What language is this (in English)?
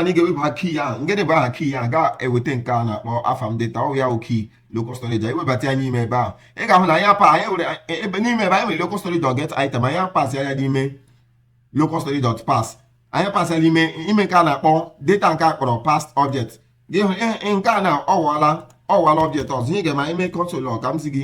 Igbo